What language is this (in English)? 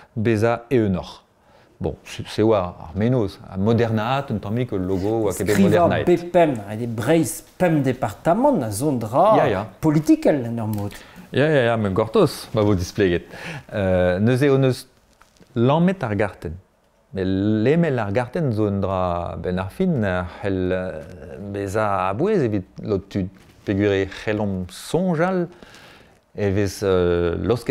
Breton